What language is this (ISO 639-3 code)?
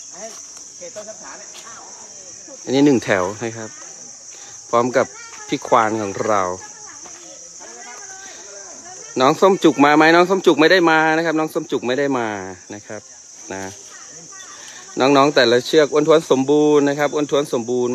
tha